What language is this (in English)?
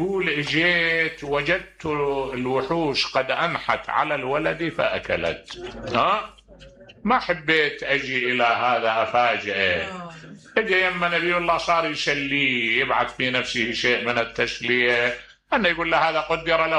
Mesopotamian Arabic